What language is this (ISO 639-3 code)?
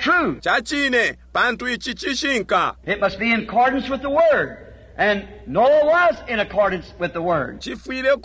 bem